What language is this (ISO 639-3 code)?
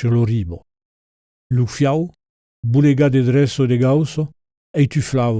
oci